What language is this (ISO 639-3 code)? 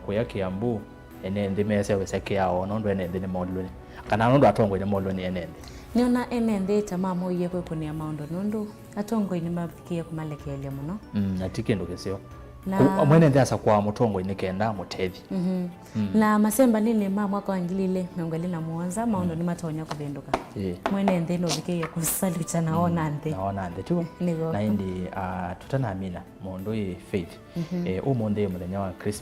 kam